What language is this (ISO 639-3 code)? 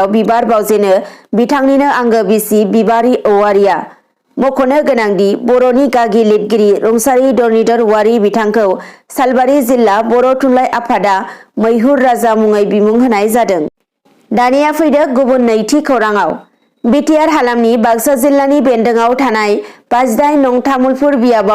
brx